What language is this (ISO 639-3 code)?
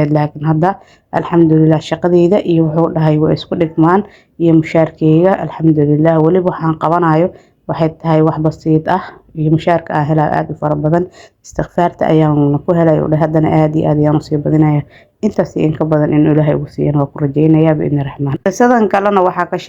som